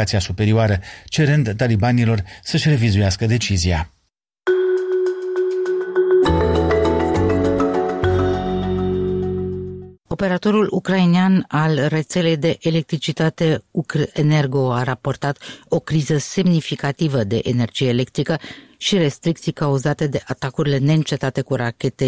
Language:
Romanian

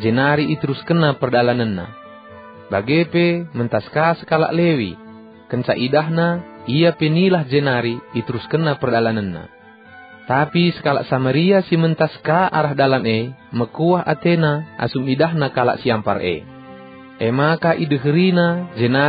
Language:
Batak Karo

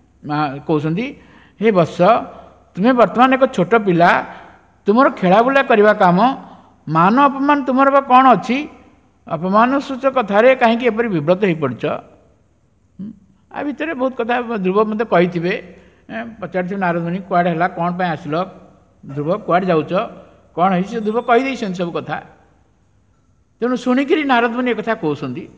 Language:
Odia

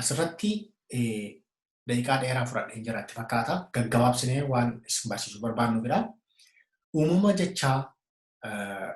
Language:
Oromo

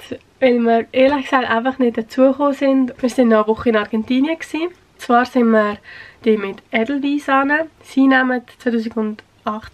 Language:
Swiss German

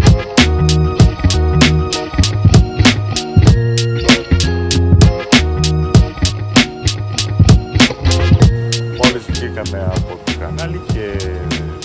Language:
Greek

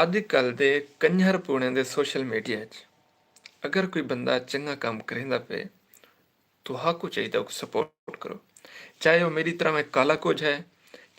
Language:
Saraiki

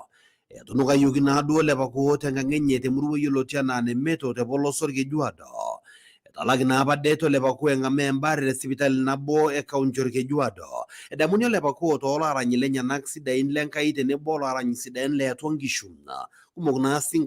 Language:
Masai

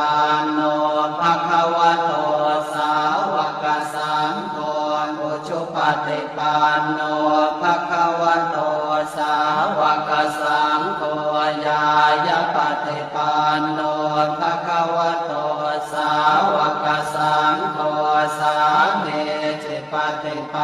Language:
Pali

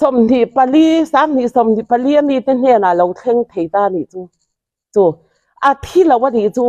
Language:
Mizo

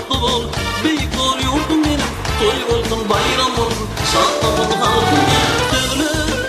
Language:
Turkmen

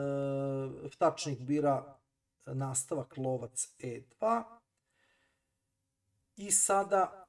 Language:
Serbian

